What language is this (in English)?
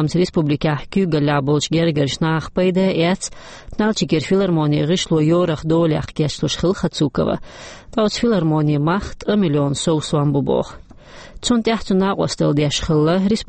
Chechen